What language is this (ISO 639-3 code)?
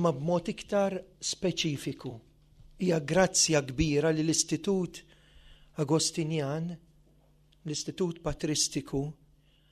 mlt